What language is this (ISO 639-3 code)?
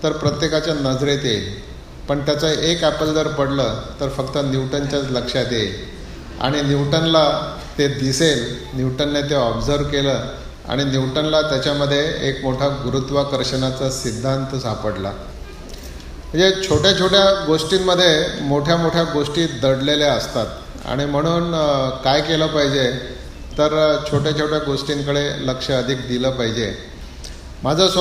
mar